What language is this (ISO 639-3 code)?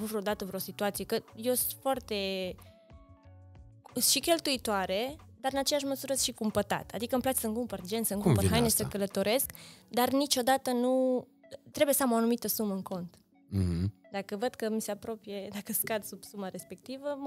ron